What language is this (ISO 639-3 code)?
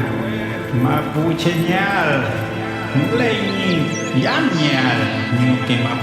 arn